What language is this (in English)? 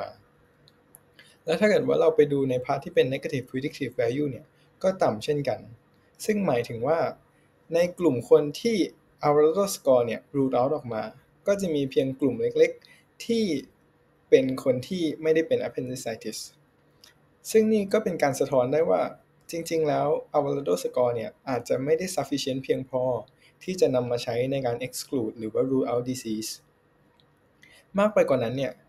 Thai